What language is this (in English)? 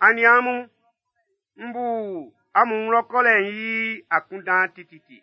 Baoulé